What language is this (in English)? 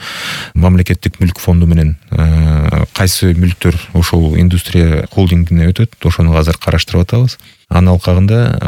Kyrgyz